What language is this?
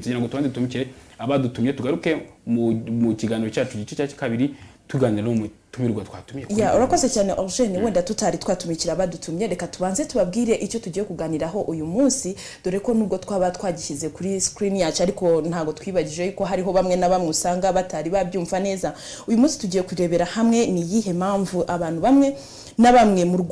Kinyarwanda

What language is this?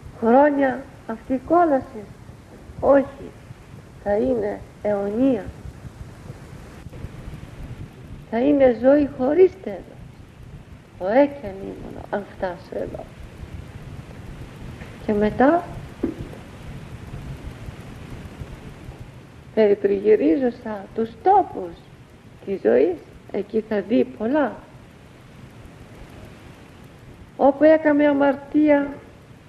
Greek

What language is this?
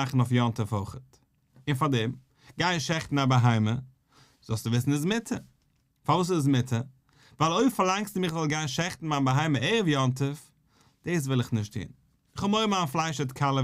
Yiddish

